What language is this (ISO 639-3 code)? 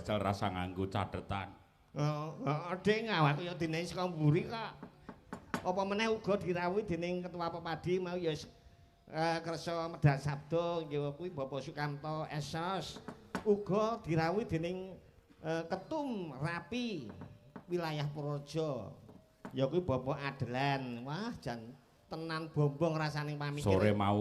jav